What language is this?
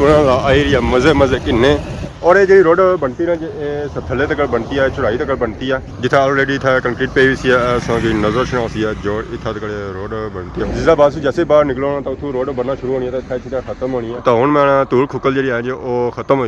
Pahari-Potwari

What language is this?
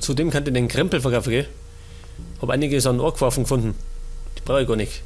Bavarian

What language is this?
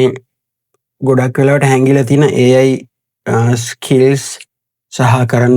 Sinhala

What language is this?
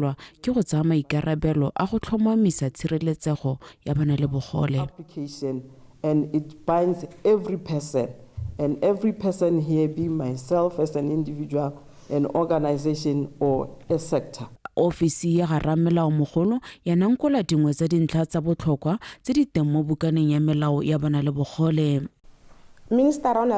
Tswana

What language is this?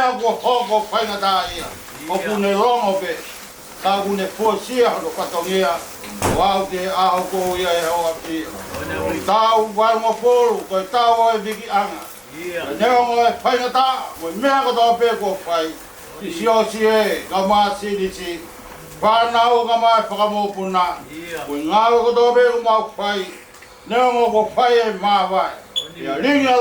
Tongan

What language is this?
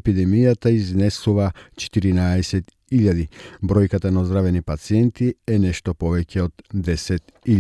Macedonian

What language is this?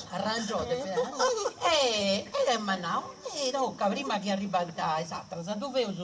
Sardinian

